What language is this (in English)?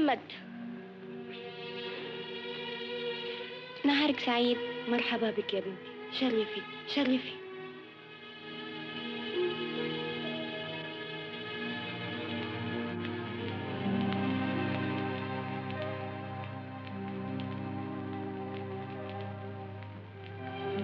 Egyptian Arabic